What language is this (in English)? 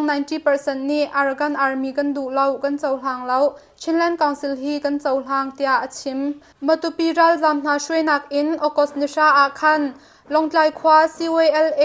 Hakha Chin